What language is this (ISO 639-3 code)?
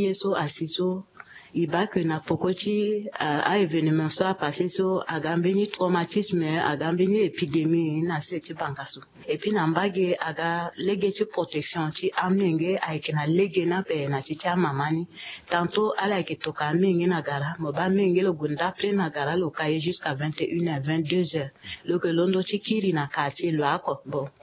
sag